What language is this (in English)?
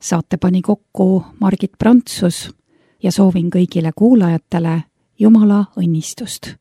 Estonian